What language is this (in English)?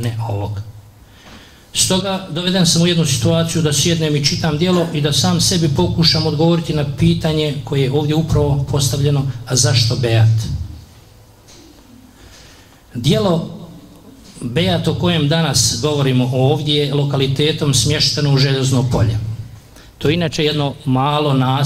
Bosnian